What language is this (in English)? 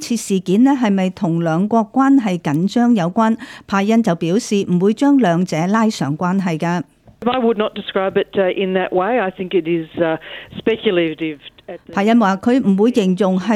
Cantonese